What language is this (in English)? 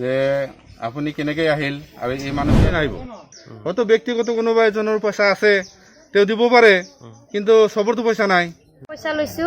Assamese